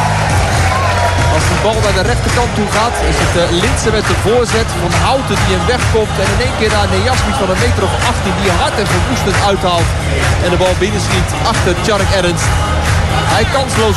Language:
Dutch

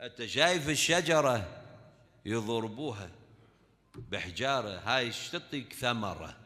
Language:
Mesopotamian Arabic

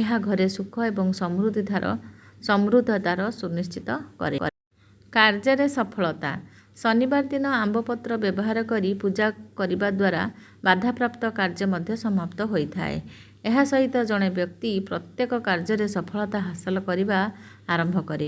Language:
Odia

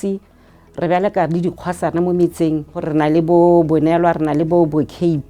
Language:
Tswana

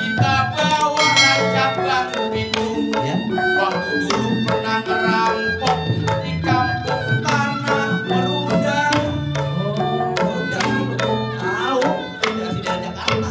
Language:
Betawi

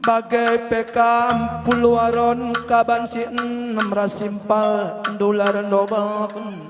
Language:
Batak Karo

